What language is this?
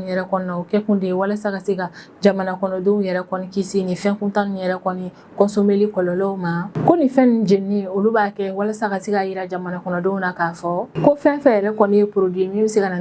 Bambara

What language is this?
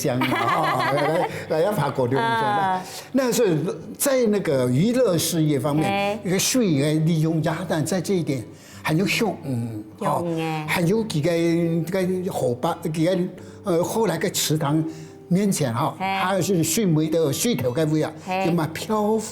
Hakka Chinese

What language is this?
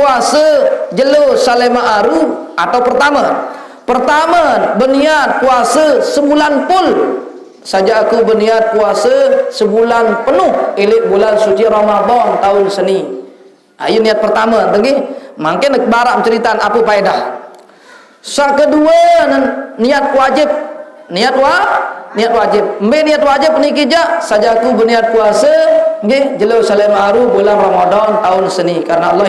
Sasak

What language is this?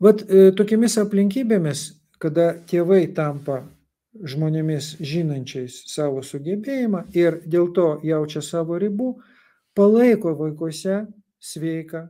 Lithuanian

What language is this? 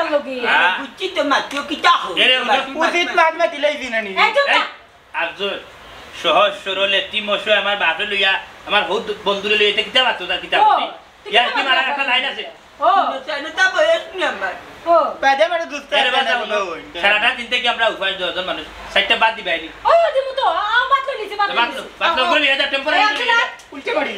Sylheti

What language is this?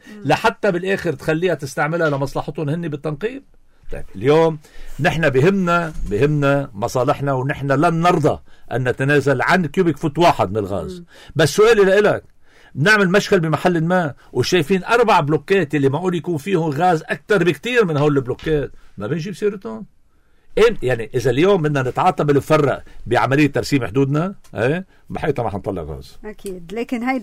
North Levantine Arabic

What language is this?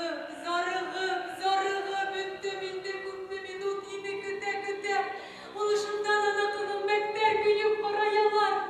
Bashkir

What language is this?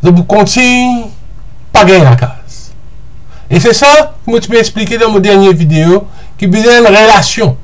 Morisyen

